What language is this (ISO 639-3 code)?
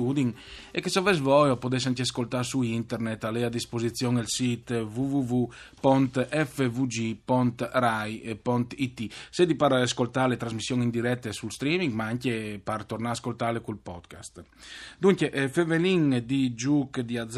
fur